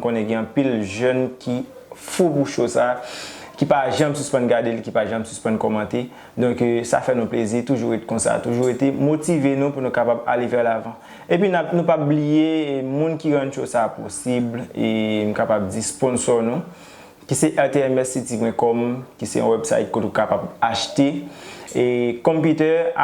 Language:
Haitian Creole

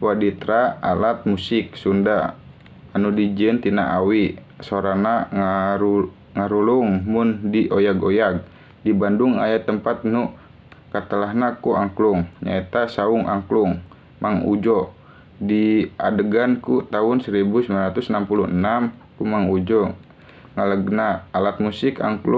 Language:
Sundanese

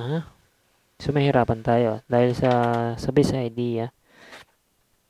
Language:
Filipino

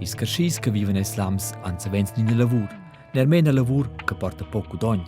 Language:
Romansh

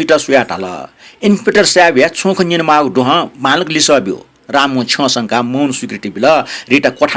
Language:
Newari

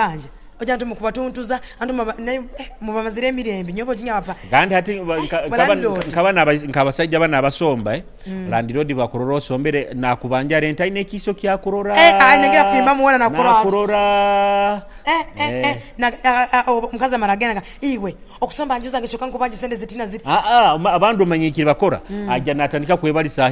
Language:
Nyoro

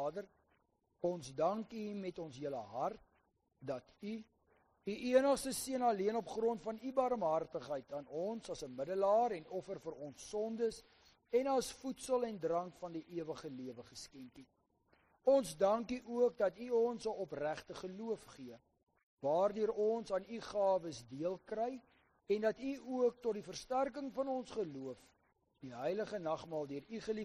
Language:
Afrikaans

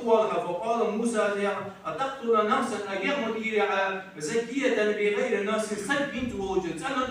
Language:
Ingush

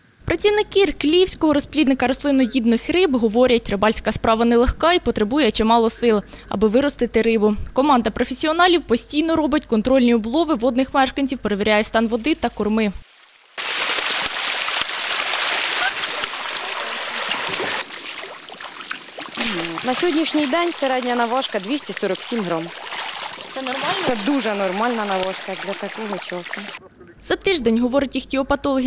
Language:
Ukrainian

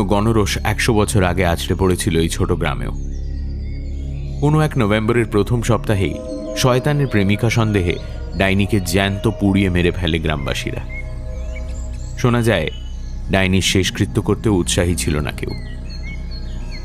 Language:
Bangla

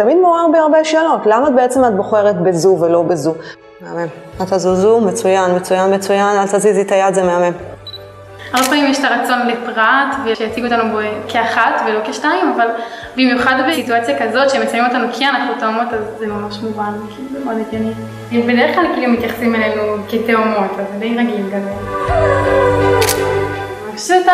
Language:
Hebrew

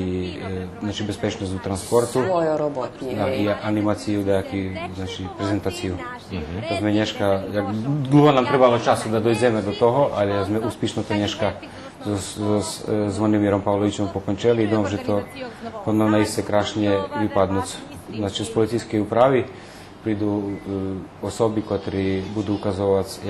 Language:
Rusyn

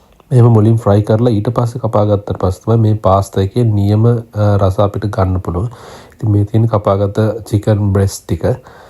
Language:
Sinhala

